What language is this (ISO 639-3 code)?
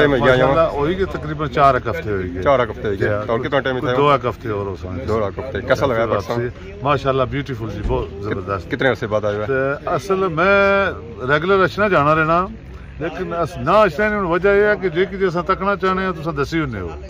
phr